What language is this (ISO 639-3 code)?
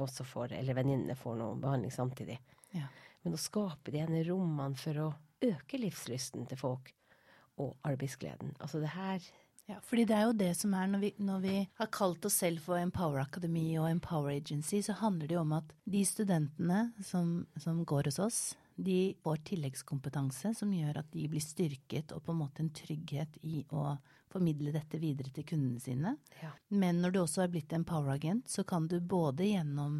nor